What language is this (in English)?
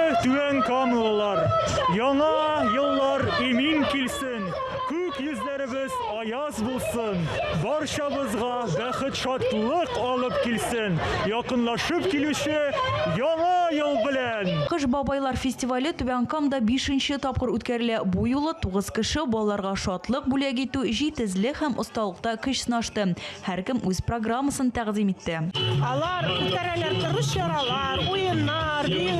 Tatar